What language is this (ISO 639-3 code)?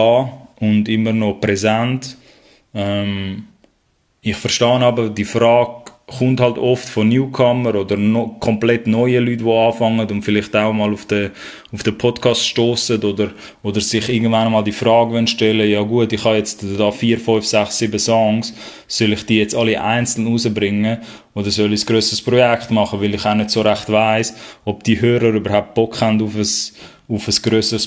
gsw